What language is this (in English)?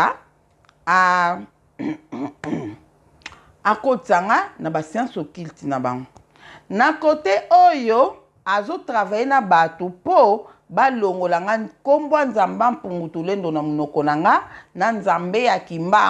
Lingala